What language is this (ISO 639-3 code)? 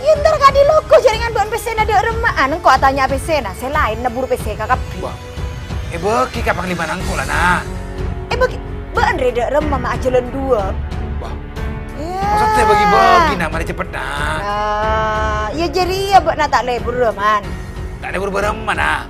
mad